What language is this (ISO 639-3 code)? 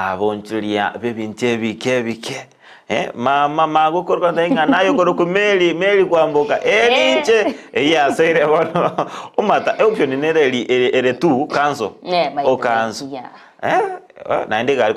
guz